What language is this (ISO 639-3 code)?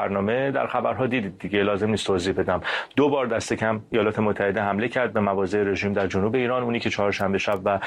fas